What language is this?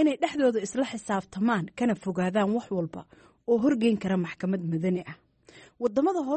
Somali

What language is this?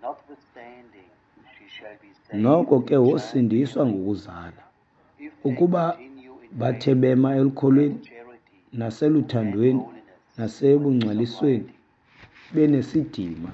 Xhosa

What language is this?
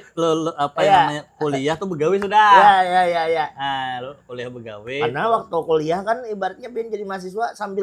Banjar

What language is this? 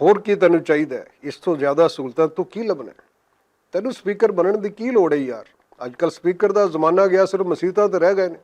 Western Panjabi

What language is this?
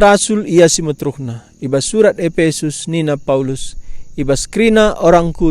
Batak Karo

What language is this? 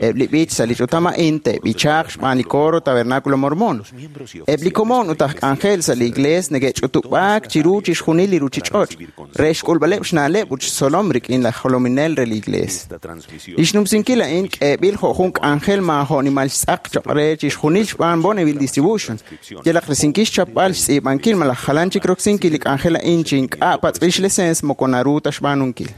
Kekchí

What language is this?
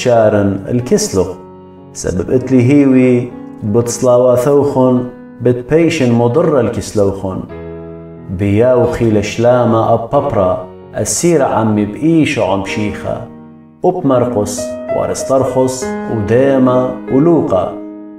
Assyrian Neo-Aramaic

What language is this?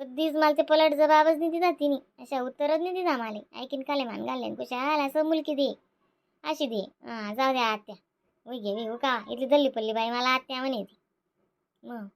Khandesi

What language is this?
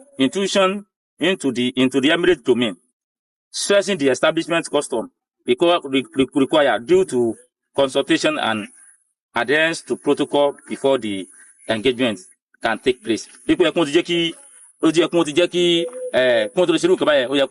Yoruba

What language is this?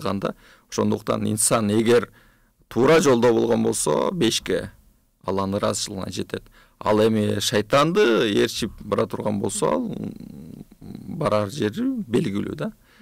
Kyrgyz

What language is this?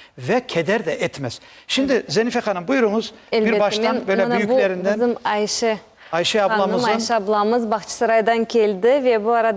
Crimean Tatar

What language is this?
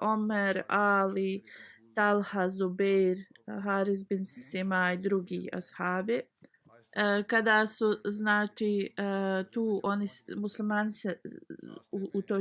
Bosnian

